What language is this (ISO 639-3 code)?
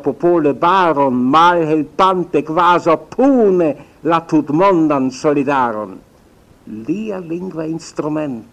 epo